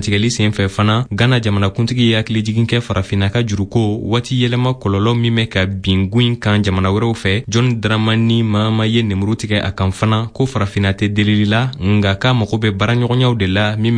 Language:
Bambara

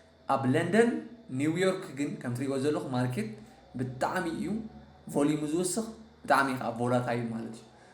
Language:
Tigrinya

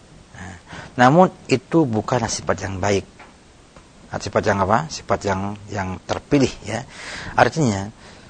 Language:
Indonesian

